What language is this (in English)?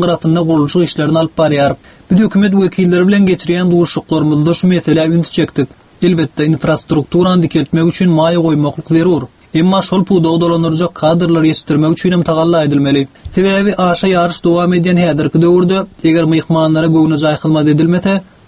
Turkmen